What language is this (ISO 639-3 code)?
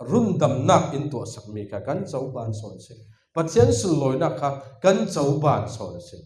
cfm